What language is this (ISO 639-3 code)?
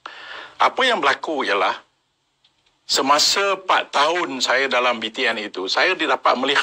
msa